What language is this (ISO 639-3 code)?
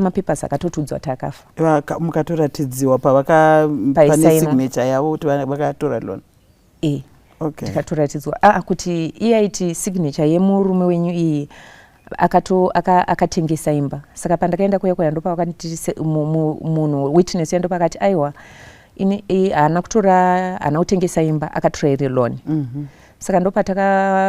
sna